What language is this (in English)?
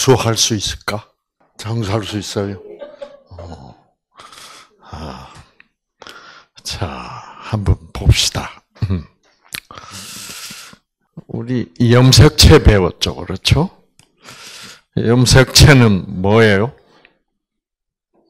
Korean